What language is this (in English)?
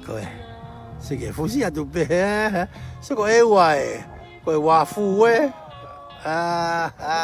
Tongan